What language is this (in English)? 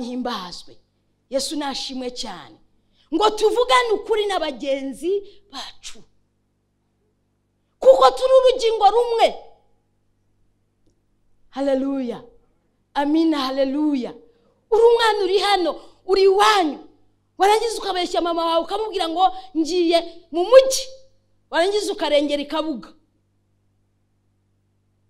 Kinyarwanda